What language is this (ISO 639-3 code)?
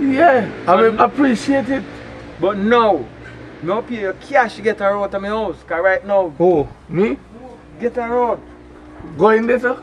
jam